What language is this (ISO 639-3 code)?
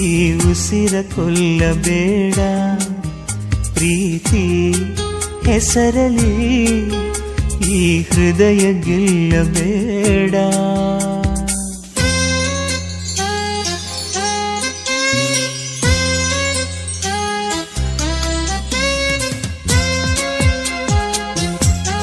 kan